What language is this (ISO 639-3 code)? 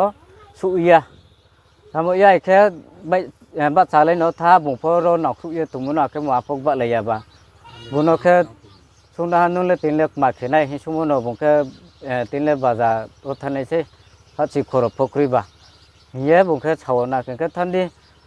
ria